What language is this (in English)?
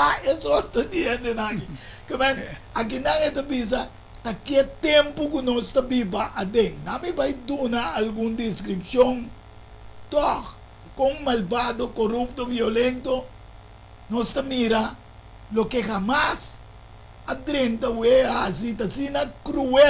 Papiamento